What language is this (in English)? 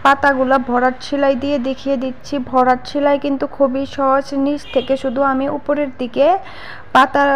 Bangla